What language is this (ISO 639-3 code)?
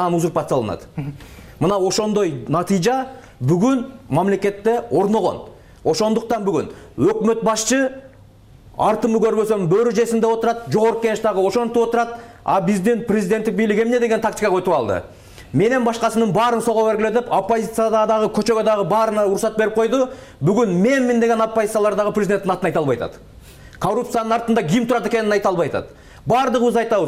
kir